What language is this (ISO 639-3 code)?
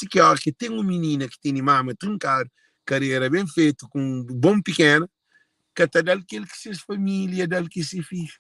kea